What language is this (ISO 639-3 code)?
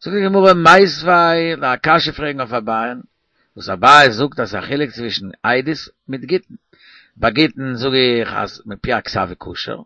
yid